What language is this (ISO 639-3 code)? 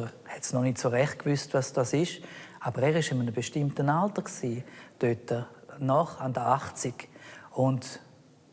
roh